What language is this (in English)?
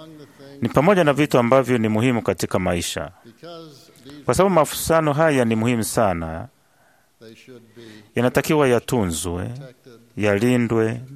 Swahili